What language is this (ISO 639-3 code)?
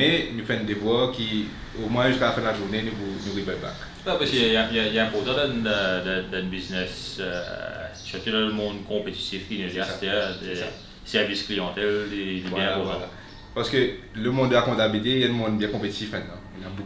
mfe